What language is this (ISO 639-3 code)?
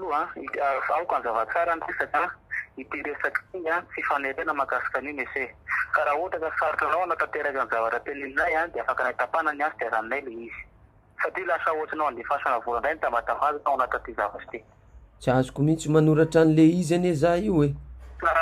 mlg